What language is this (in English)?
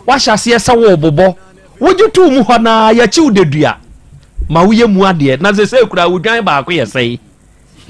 Akan